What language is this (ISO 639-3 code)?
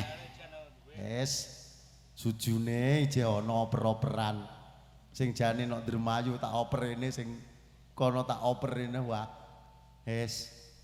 jav